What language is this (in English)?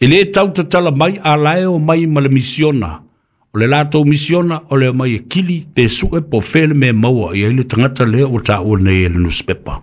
Samoan